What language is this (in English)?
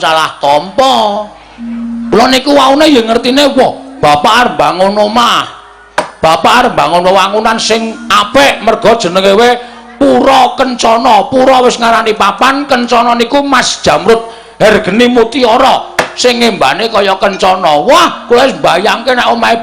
Javanese